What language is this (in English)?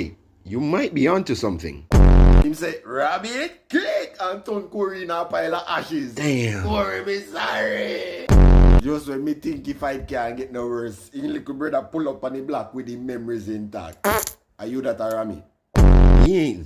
Jamaican Creole English